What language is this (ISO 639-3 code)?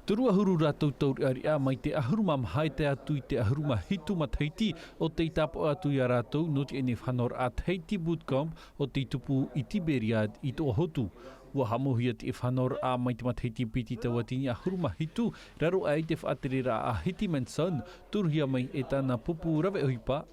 tah